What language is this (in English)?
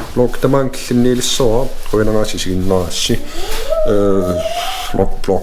Kalaallisut